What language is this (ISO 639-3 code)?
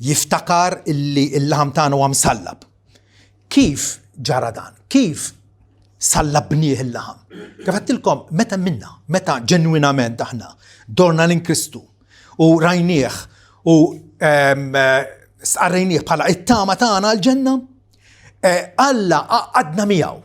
mlt